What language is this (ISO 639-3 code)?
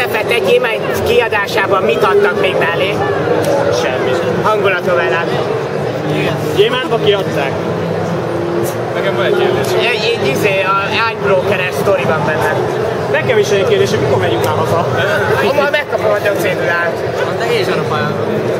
hun